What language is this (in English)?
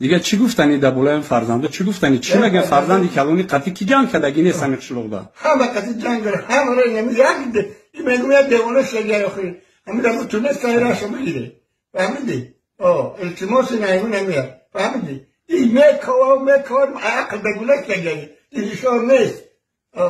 Tajik